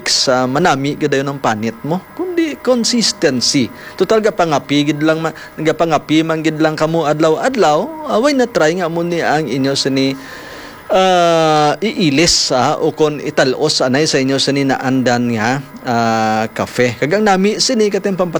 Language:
Hiligaynon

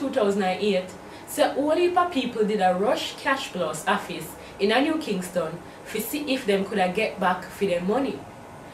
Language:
Jamaican Creole English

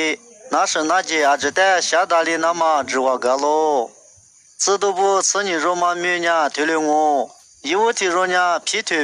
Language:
Lisu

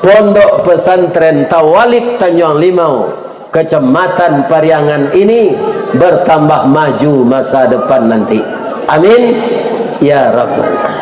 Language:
Minangkabau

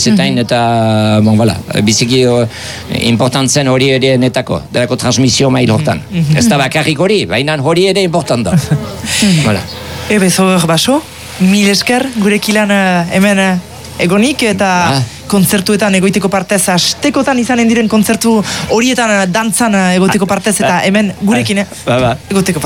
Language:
Basque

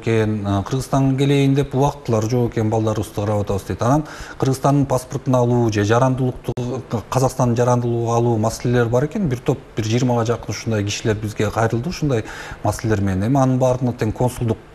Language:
Kyrgyz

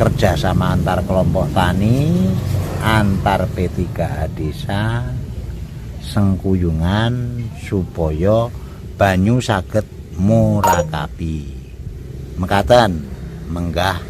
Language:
Javanese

